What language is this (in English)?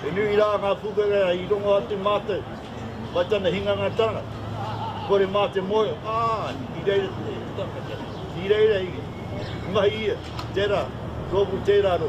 Māori